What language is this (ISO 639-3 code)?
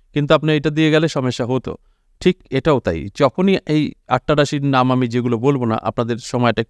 ben